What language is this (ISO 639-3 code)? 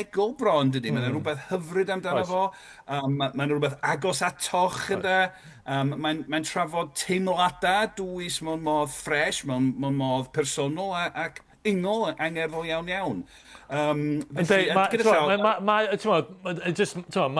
cym